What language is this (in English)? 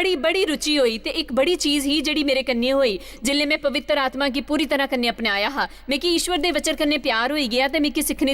Dogri